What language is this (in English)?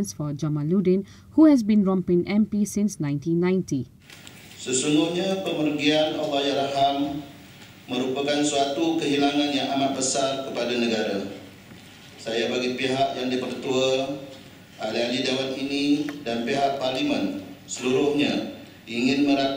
Malay